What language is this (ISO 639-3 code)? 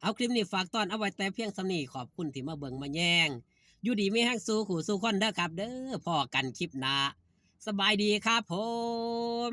tts